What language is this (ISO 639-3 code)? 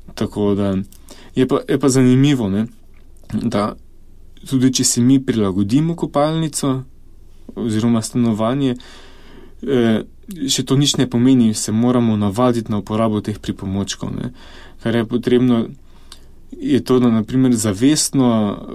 slv